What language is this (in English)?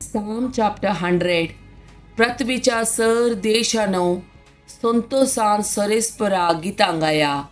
Konkani